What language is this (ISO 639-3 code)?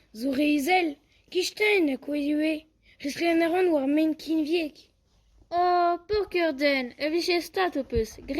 bre